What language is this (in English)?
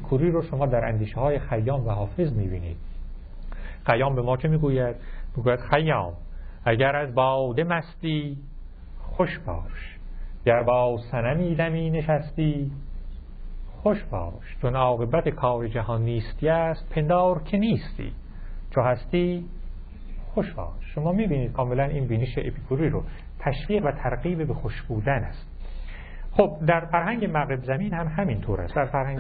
Persian